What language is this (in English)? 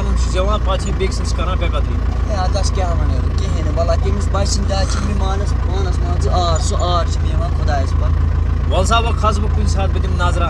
Kashmiri